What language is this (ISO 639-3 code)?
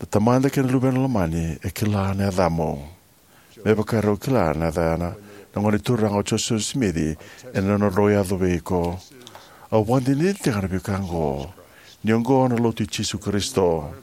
fij